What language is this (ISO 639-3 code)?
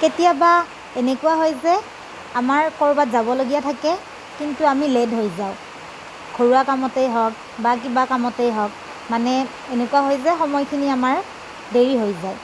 asm